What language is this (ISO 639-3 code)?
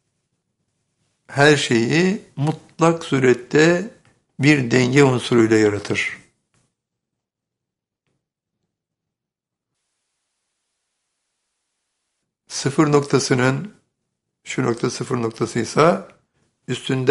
tur